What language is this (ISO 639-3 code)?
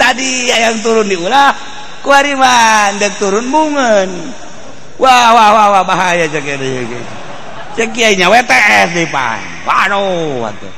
sun